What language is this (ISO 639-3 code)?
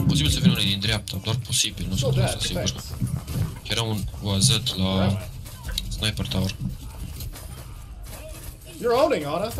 ron